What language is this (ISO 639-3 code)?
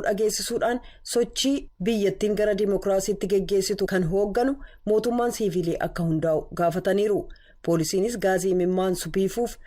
orm